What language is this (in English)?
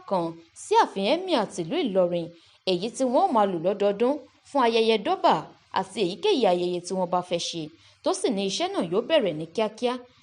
Yoruba